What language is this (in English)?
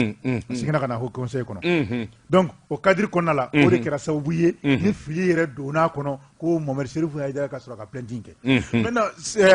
Bambara